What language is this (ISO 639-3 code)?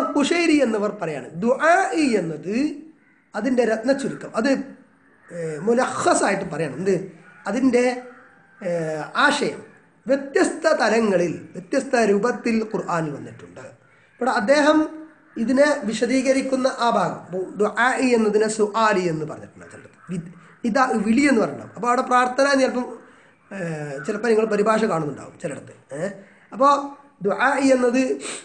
mal